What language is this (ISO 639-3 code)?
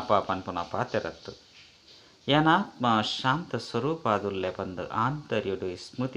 tcy